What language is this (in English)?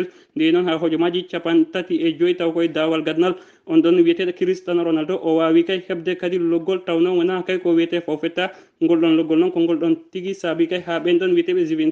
Fula